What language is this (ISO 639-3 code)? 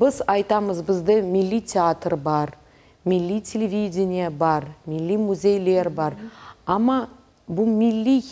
crh